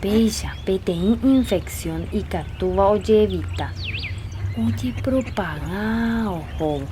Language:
Guarani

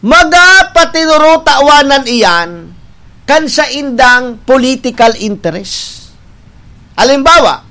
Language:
Bikol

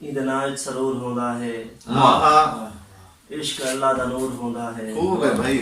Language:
Saraiki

